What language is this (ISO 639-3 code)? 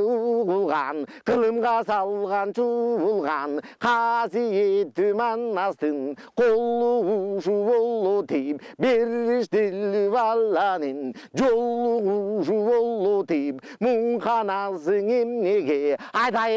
kir